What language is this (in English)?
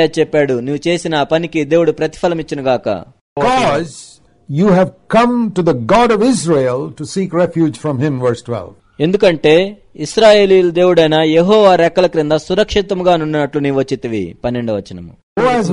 Telugu